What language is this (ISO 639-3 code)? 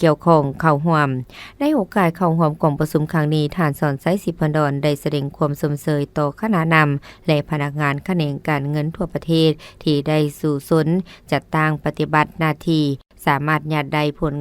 lao